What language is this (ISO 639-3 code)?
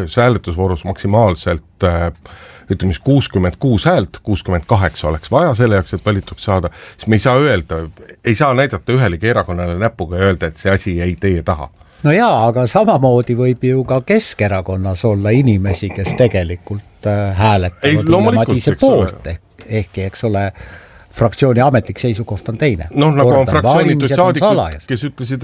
est